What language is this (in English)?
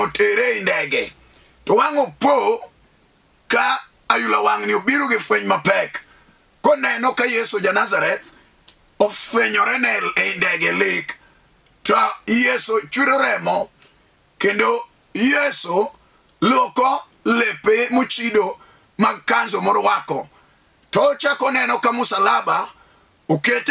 Luo (Kenya and Tanzania)